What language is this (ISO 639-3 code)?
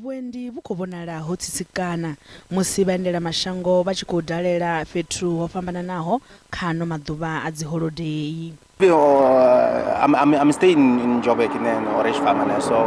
ven